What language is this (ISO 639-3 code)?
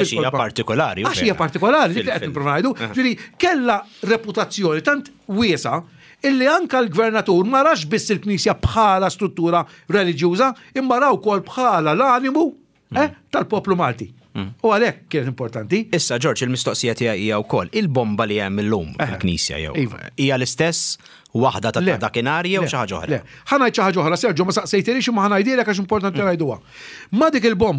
mlt